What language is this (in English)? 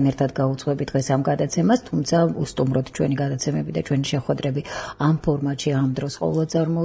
Georgian